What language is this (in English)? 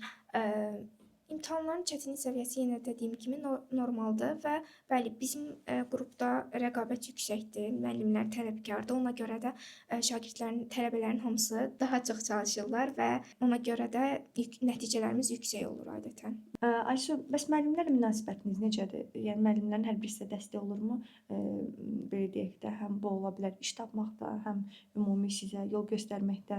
Azerbaijani